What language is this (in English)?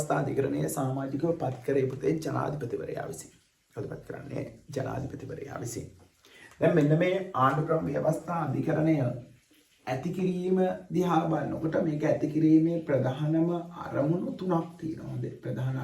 Sinhala